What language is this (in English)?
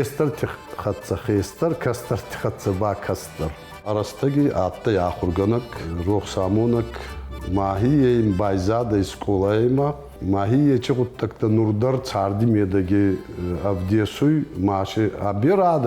Ossetic